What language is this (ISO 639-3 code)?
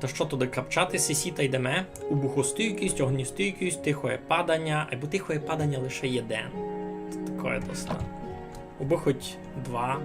rue